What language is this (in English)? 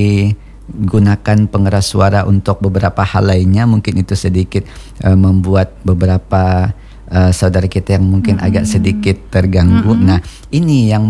Indonesian